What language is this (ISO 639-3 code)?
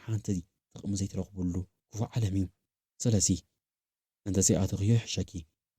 tir